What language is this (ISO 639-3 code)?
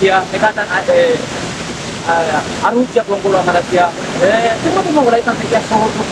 wal